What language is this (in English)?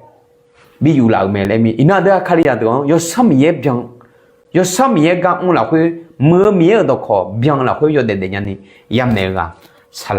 Akha